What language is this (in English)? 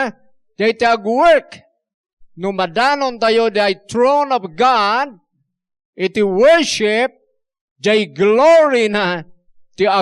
Iloko